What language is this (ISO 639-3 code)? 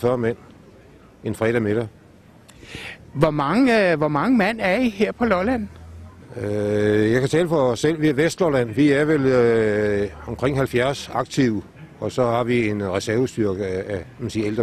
dan